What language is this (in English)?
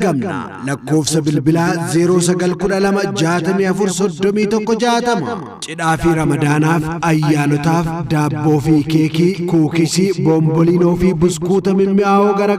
Oromo